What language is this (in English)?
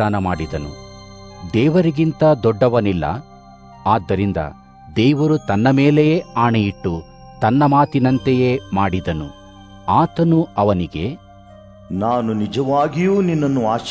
Kannada